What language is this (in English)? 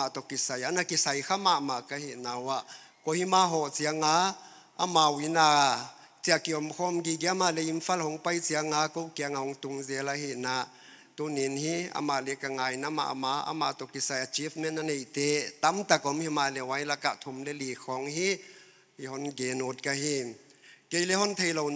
Paite Chin